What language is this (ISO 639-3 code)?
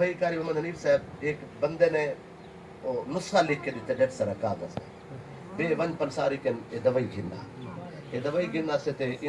skr